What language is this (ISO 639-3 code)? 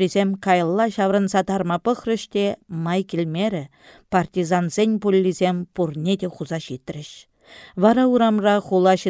chv